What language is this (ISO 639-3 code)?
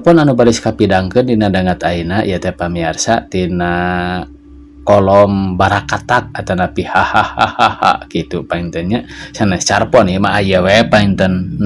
sun